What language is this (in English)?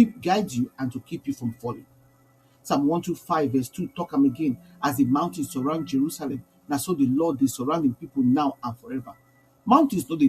Nigerian Pidgin